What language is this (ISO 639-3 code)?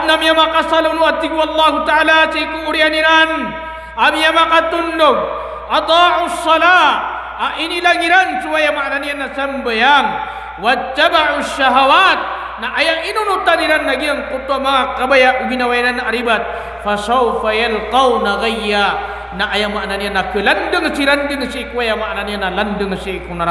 mrw